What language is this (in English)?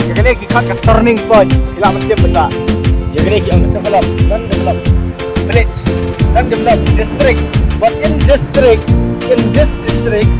Khasi